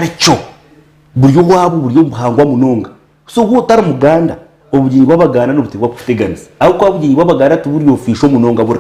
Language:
Nyankole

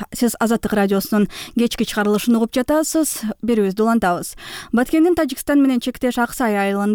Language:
Kyrgyz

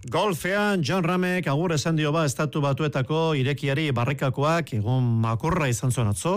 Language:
Basque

